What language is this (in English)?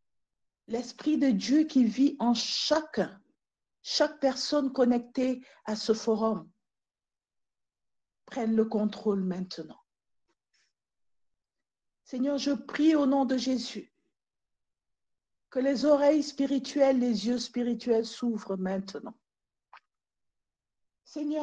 French